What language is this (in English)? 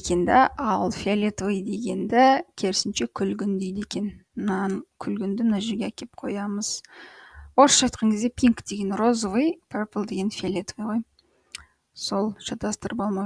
Kazakh